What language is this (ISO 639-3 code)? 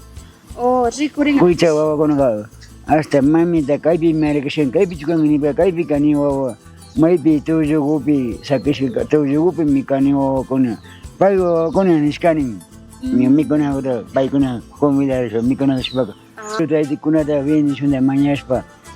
qug